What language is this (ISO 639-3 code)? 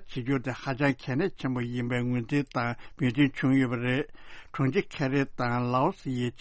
bod